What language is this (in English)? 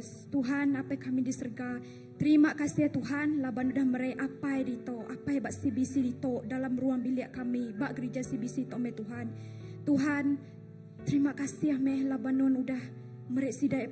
Iban